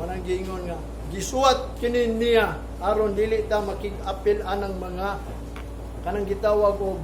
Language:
Cebuano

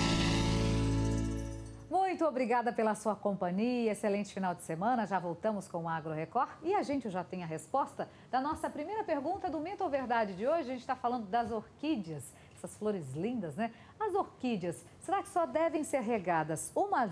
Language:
Portuguese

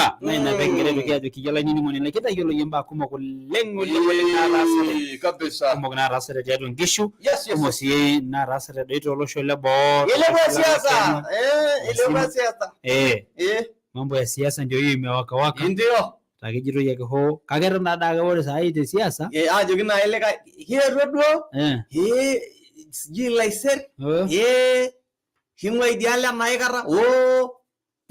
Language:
Masai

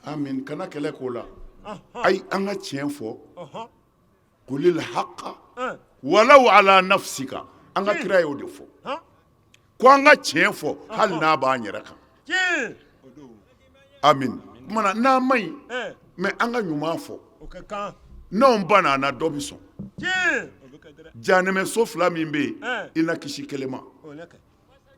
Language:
Bambara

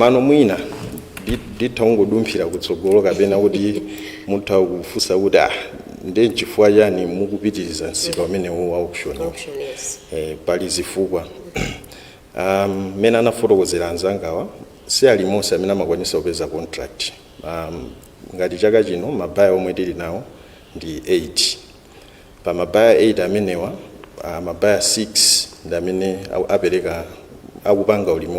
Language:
Nyanja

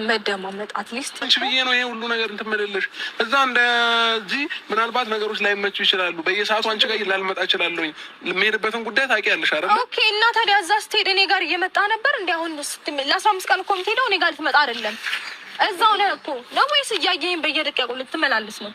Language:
Amharic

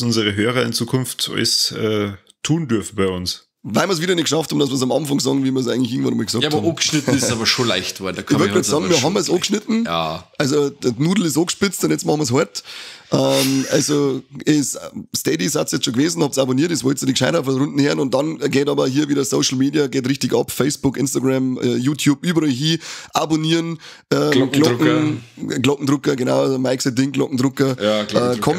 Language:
Bavarian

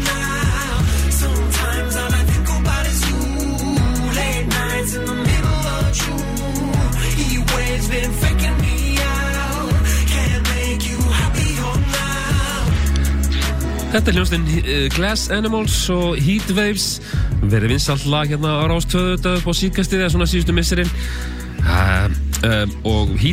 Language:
Icelandic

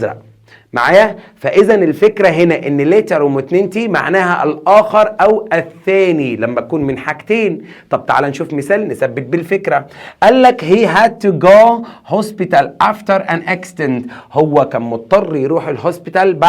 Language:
Egyptian Arabic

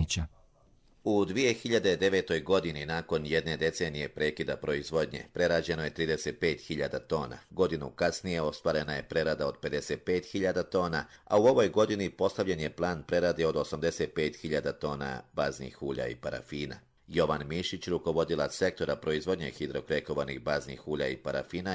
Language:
Croatian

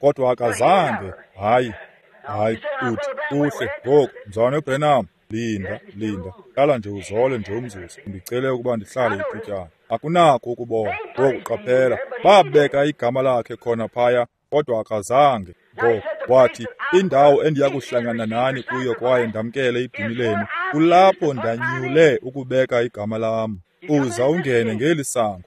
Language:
Xhosa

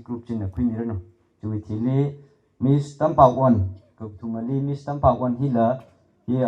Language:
Tangkhul Naga (India)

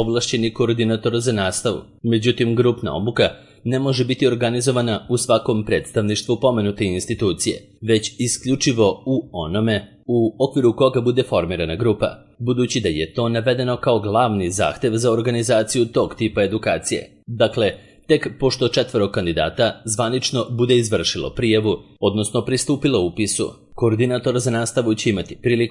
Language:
Serbian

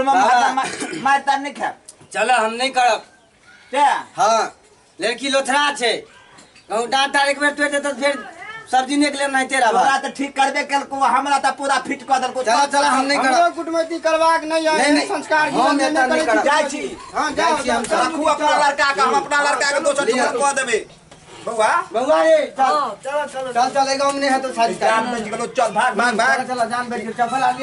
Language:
Maithili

